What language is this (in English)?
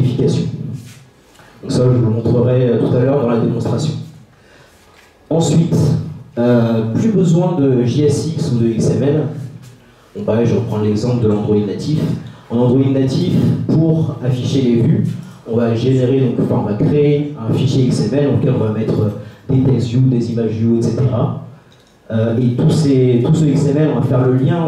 French